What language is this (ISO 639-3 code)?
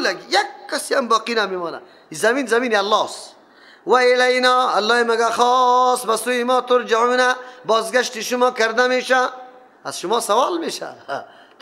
fas